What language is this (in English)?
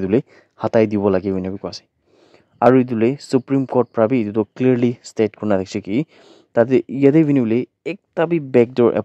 Naga Pidgin